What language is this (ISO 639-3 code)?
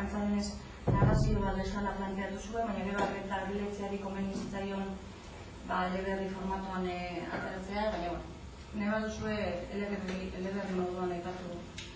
eus